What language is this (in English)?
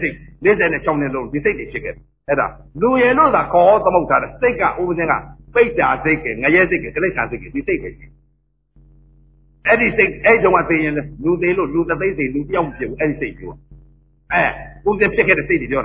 Burmese